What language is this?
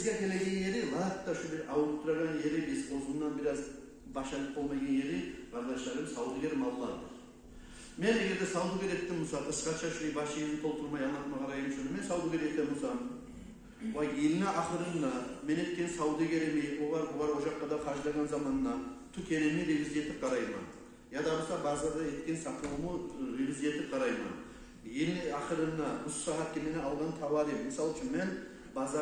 Kumyk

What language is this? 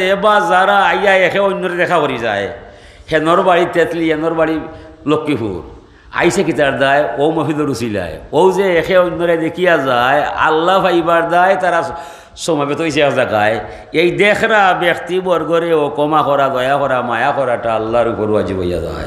Sylheti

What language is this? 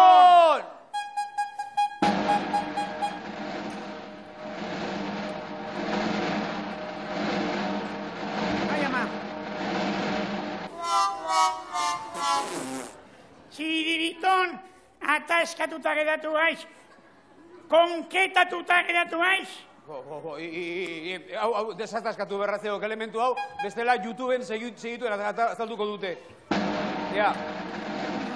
Basque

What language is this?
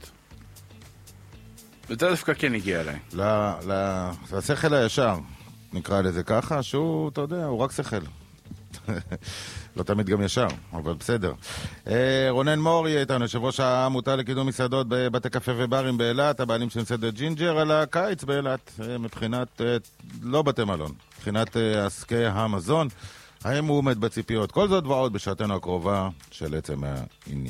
Hebrew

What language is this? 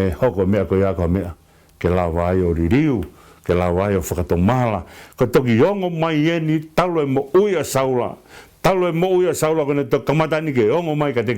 Tongan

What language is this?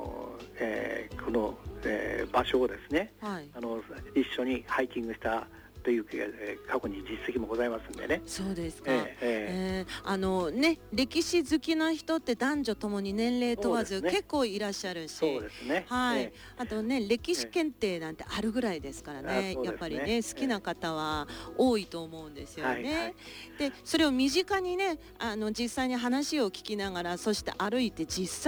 Japanese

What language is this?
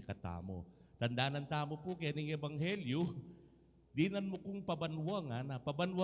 Pampanga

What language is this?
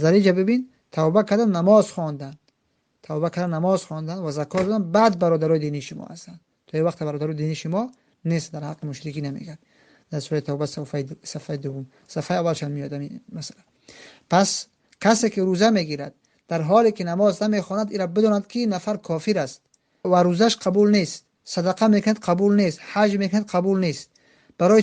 Tajik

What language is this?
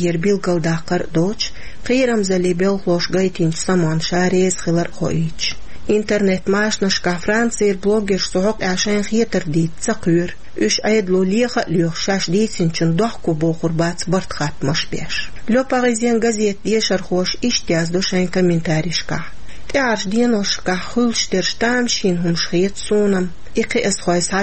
Chechen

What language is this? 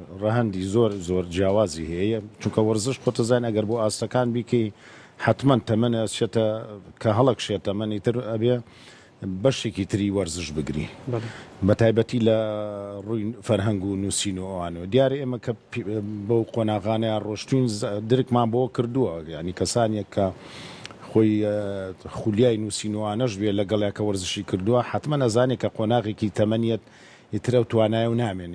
Central Kurdish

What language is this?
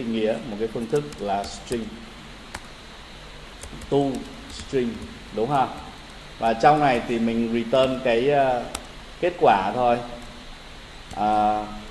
Vietnamese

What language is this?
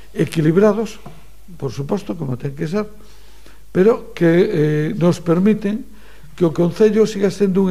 Galician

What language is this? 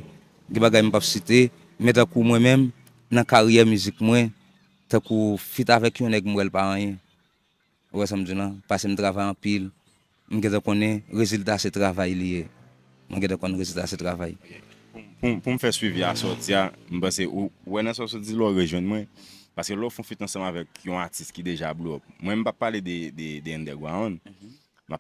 Haitian Creole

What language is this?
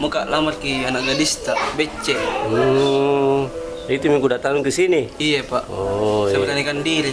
Makassar Malay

